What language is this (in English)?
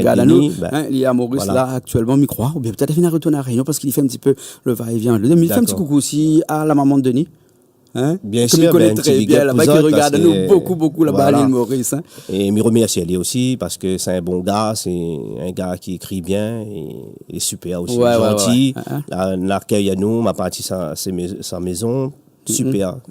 Réunion Creole French